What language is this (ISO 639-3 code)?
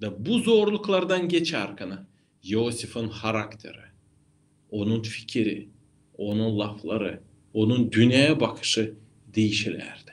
gag